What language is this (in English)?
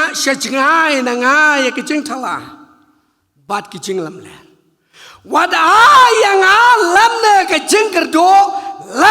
Khasi